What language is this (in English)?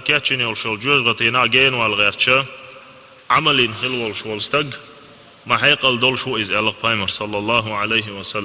Chechen